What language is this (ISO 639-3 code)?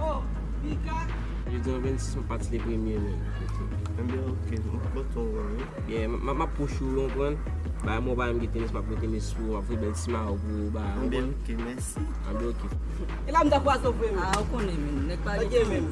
hat